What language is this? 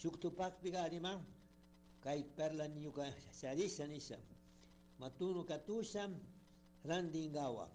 Chimborazo Highland Quichua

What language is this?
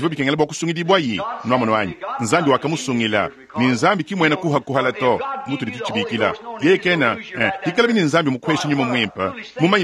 Luba-Lulua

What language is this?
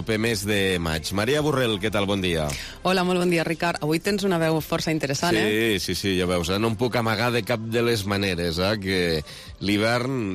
Catalan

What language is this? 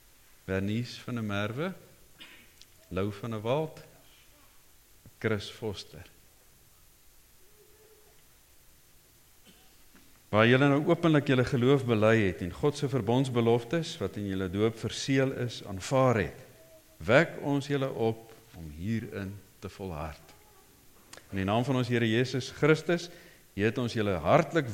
Afrikaans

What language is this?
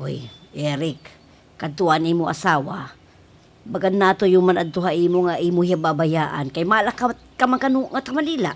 Waray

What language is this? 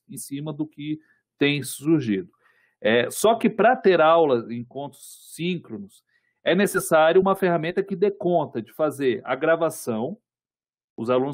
Portuguese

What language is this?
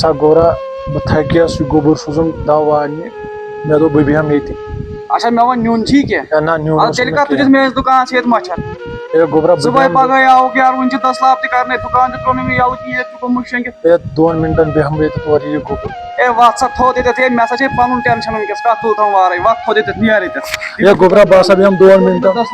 Kashmiri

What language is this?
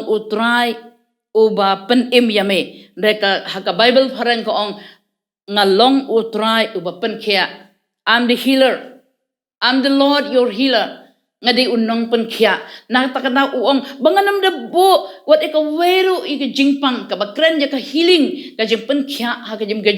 Khasi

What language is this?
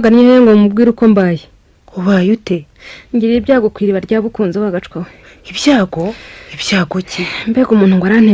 Kinyarwanda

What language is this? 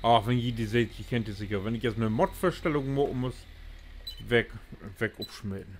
Low German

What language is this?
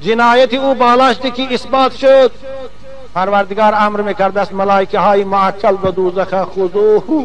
Tajik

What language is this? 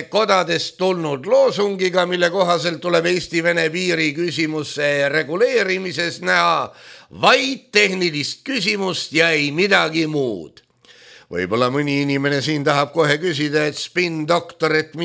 Estonian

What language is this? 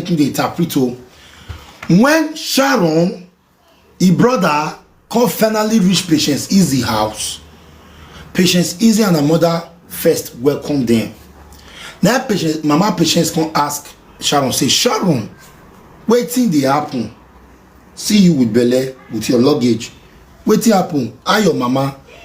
Nigerian Pidgin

